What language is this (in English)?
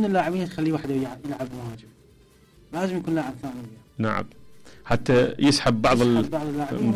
Mesopotamian Arabic